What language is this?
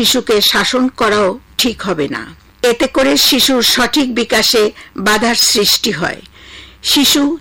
Bangla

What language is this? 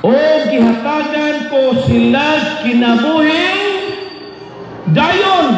Cebuano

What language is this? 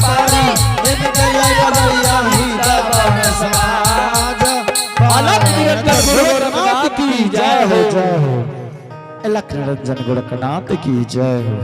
Angika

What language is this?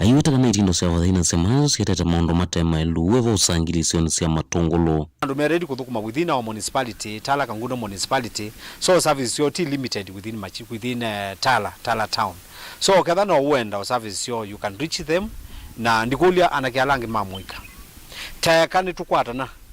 Kamba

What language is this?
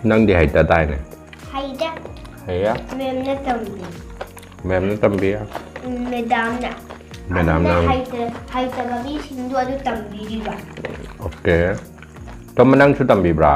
Manipuri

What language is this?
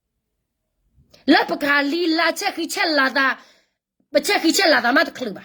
S'gaw Karen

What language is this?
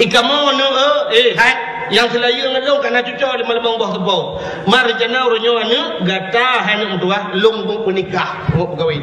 Achinese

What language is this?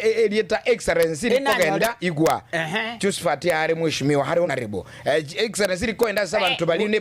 Gusii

